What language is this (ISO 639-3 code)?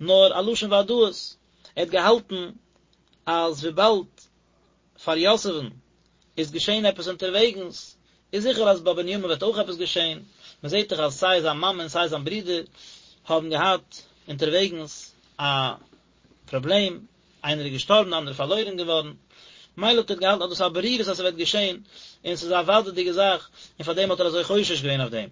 yid